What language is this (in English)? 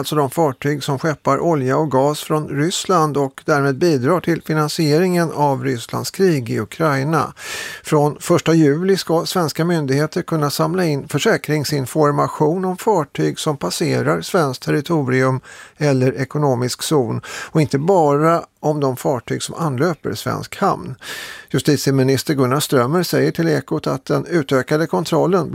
Swedish